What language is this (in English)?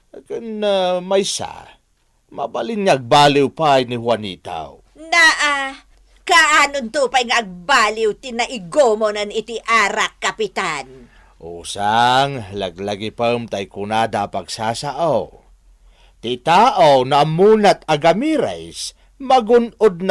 Iloko